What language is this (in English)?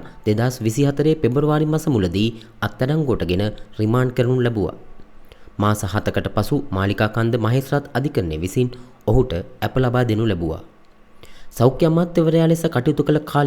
Sinhala